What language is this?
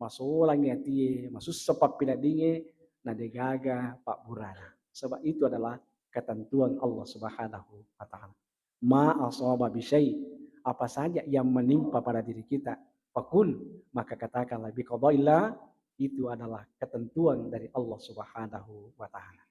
Buginese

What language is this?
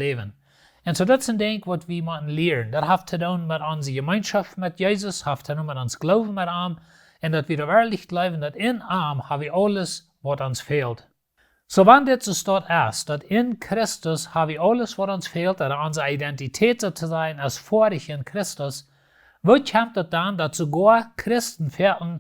Plautdietsch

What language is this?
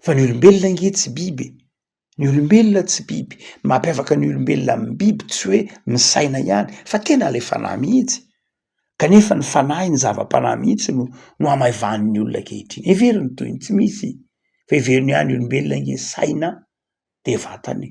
Malagasy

